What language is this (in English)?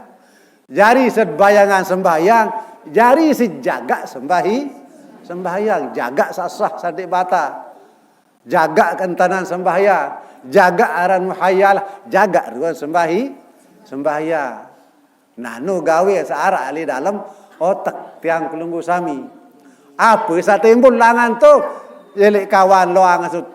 Sasak